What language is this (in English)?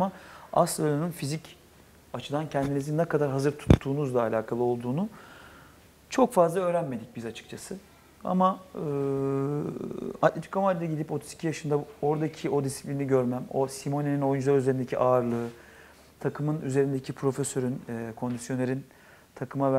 Turkish